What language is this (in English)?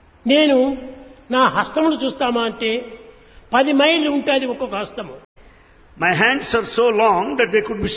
Telugu